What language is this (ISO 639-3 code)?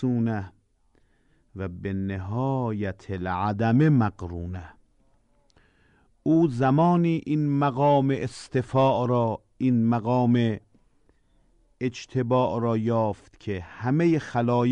fas